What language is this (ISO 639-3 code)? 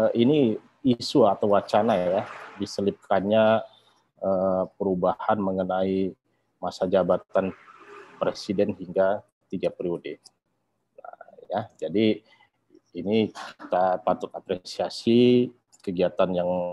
ind